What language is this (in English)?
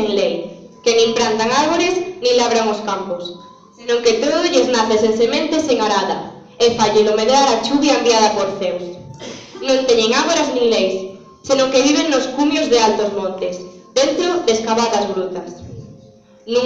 Galician